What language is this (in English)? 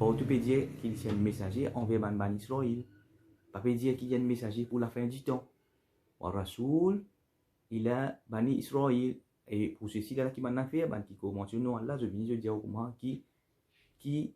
Morisyen